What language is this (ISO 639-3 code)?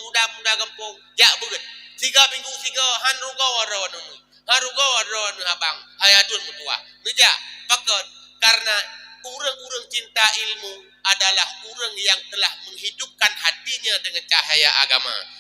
ace